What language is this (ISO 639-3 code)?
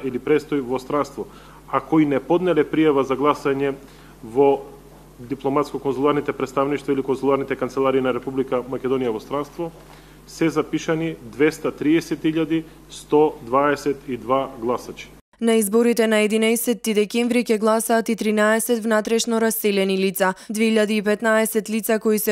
mkd